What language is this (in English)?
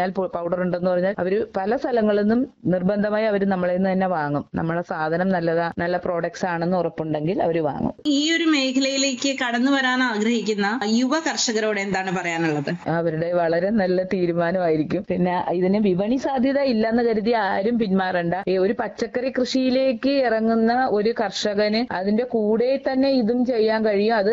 Malayalam